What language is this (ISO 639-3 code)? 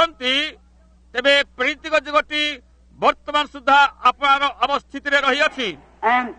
ori